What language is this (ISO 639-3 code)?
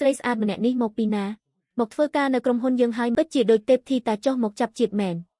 khm